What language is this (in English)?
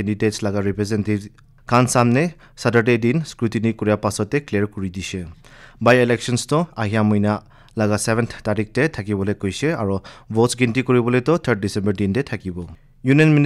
Naga Pidgin